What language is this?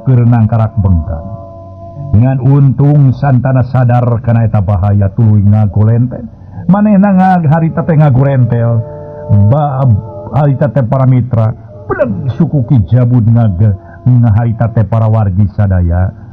Sundanese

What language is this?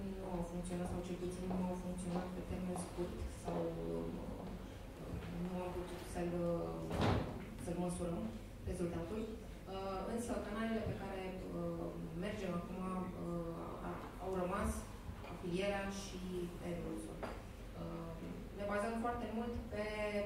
Romanian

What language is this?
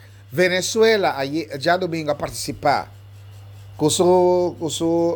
Papiamento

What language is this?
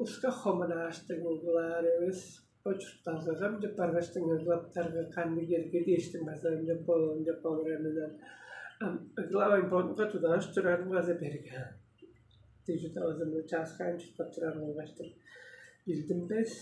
Tuvinian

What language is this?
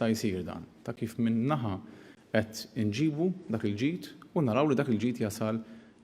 Maltese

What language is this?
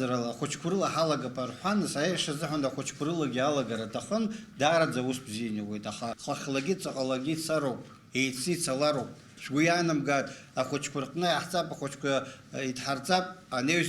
Abkhazian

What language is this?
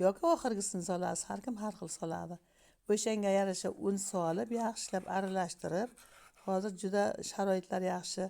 Uzbek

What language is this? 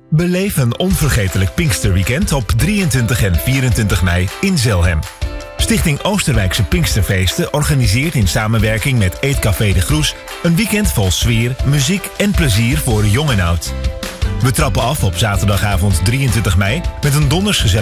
Dutch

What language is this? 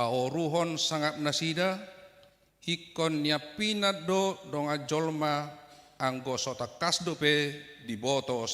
Batak Toba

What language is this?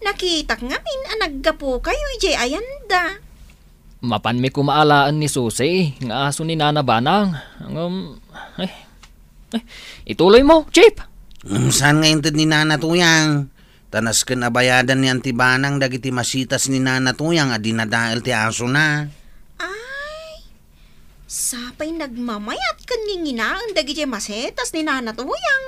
Iloko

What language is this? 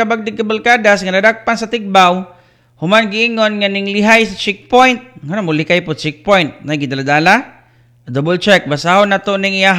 Cebuano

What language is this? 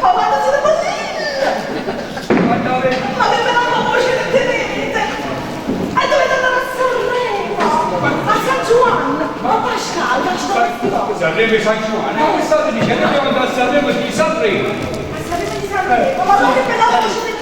Neapolitan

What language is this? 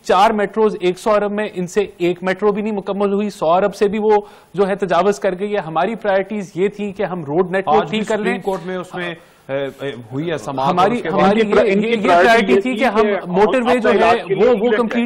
Urdu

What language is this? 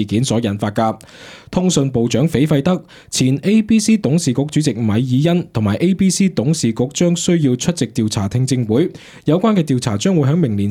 Cantonese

